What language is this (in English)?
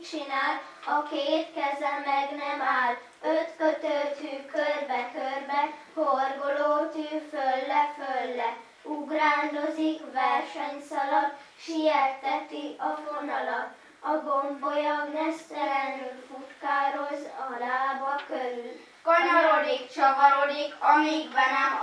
Hungarian